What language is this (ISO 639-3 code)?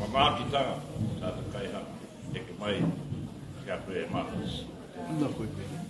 mri